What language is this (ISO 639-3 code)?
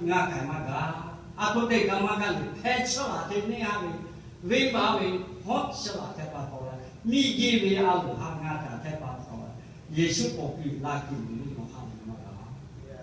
lhu